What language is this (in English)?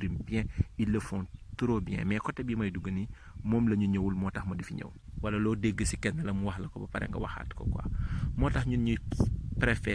Wolof